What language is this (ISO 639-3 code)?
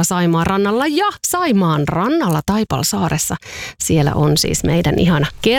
fin